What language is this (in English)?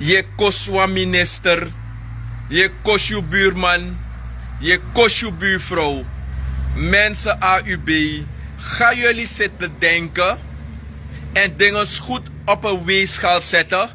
Sranan Tongo